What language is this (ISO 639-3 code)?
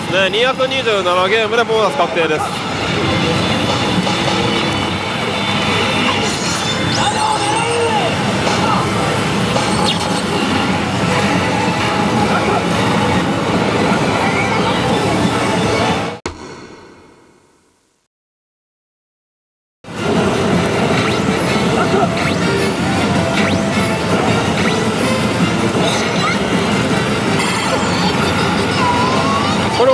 jpn